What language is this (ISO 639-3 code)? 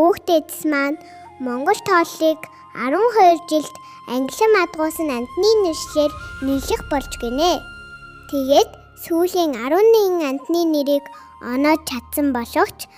mon